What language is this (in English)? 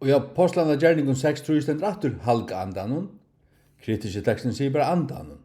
Faroese